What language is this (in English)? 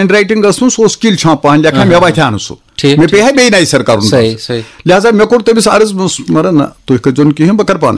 Kashmiri